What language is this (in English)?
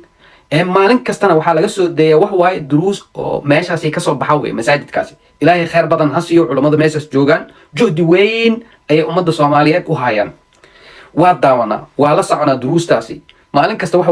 Somali